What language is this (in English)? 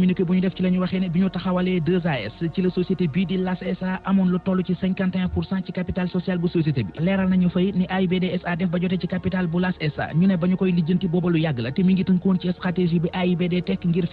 Wolof